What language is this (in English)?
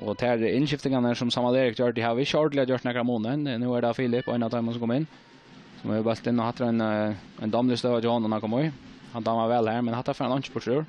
Faroese